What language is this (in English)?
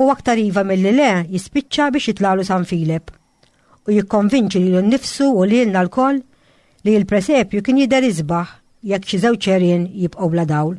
Maltese